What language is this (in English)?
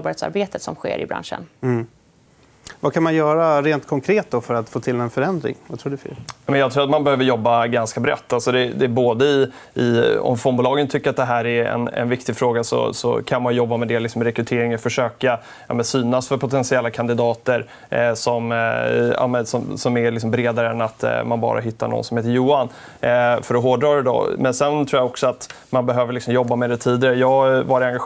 Swedish